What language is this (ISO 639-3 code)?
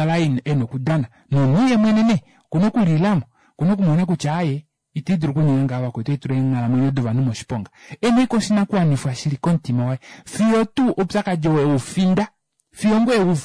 kua